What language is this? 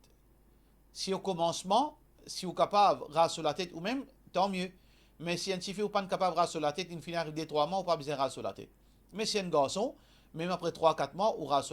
Morisyen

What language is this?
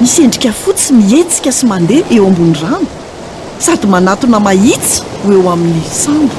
Malagasy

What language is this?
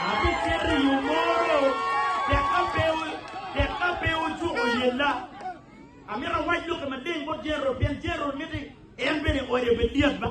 Acoli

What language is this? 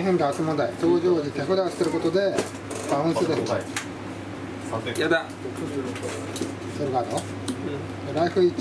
Japanese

